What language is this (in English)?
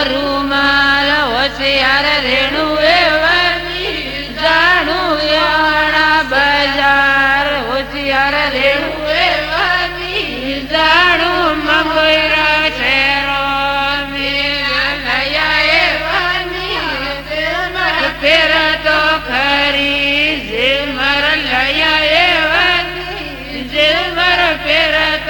Gujarati